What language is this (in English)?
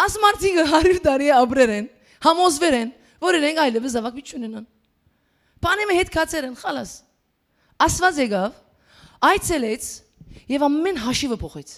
Western Armenian